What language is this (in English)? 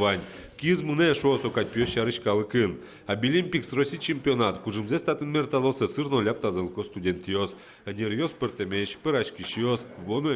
Udmurt